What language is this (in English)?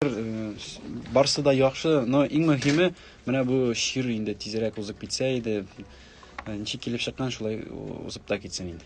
Tatar